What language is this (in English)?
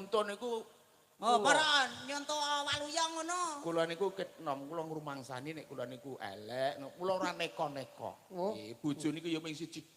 Javanese